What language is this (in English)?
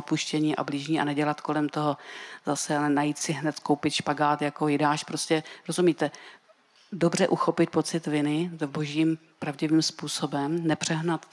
Czech